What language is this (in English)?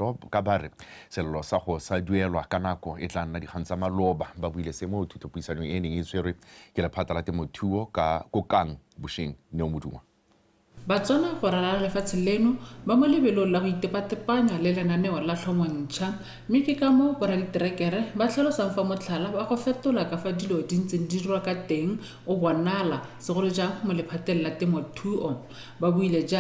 Tswana